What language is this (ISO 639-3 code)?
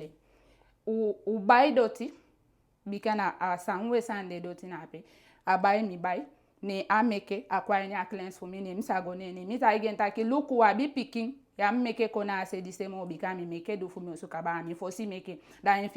djk